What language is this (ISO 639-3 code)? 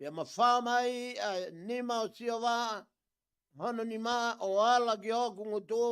ton